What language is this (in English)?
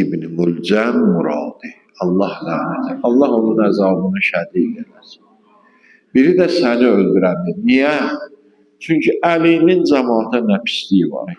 Azerbaijani